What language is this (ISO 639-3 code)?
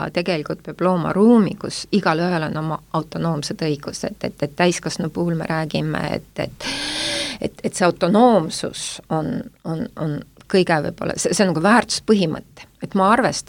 est